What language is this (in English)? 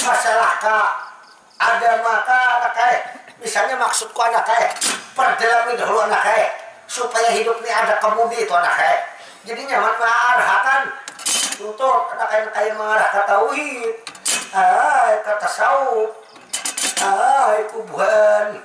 Banjar